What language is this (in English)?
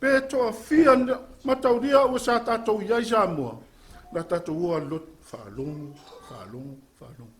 Samoan